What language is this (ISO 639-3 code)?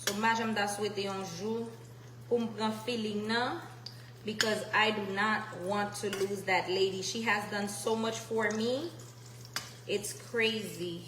hat